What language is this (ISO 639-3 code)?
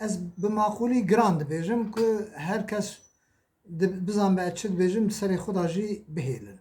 kur